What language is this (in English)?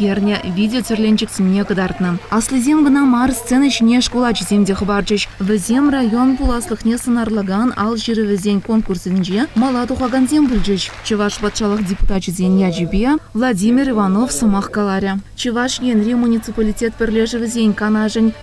Chuvash